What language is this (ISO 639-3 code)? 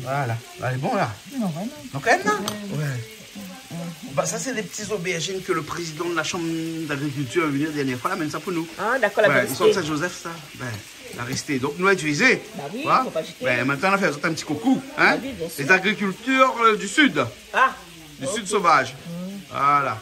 rcf